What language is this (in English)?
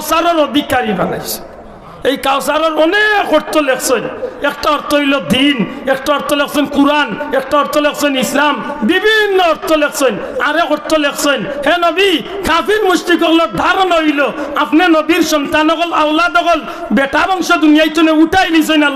Sylheti